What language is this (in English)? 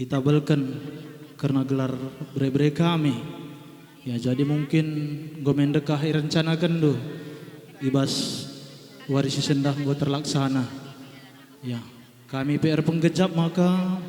Batak Karo